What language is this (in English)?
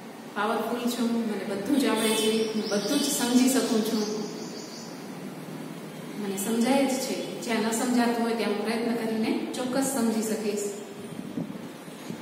Gujarati